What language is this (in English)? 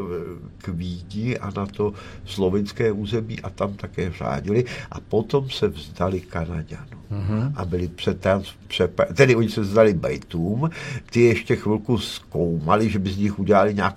Czech